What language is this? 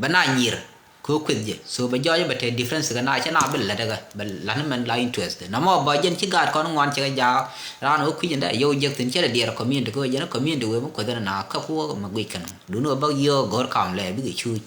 Nuer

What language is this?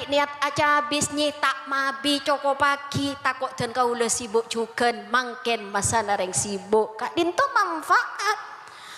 Madurese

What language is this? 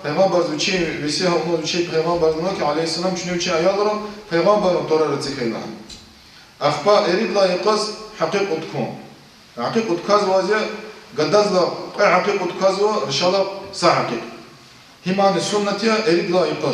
Lezghian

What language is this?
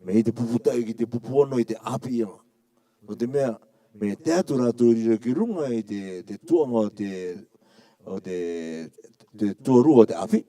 Rarotongan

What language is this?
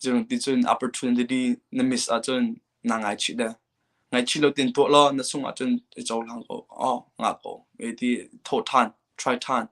Hakha Chin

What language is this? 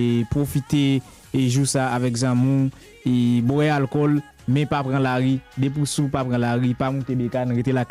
Haitian Creole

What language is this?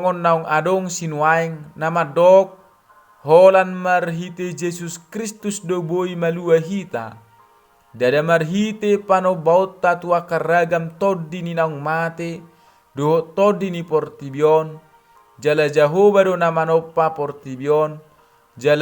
Batak Toba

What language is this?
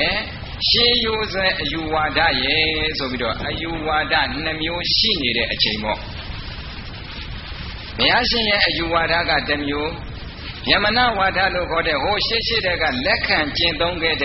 Burmese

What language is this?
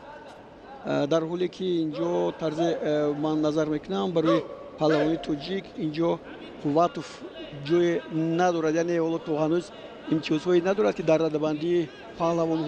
Tajik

